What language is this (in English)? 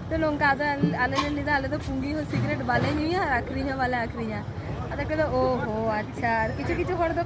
Santali